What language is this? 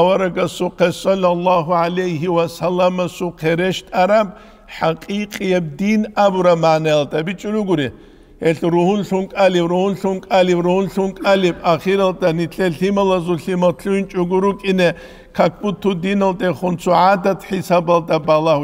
Avaric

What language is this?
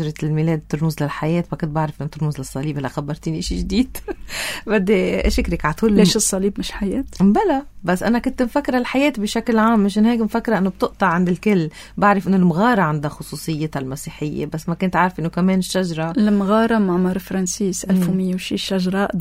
North Levantine Arabic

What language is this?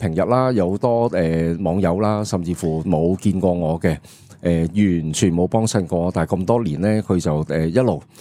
Cantonese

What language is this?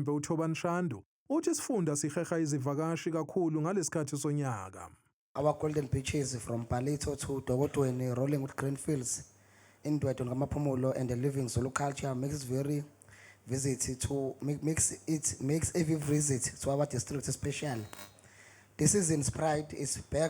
Zulu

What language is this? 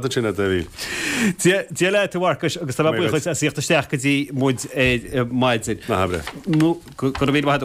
Irish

